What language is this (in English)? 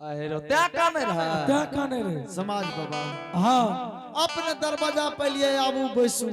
Angika